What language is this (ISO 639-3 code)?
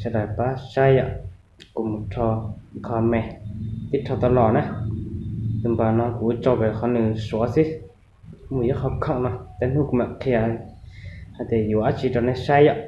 hmn